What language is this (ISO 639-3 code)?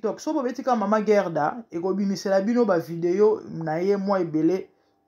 lin